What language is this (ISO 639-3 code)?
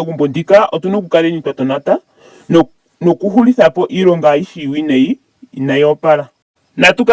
ndo